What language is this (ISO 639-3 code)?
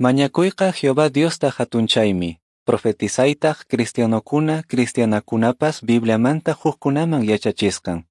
que